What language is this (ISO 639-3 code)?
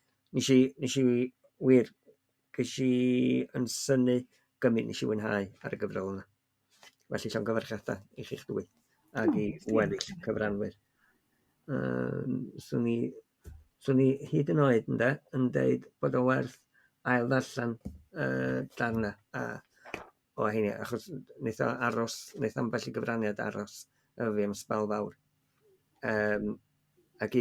cym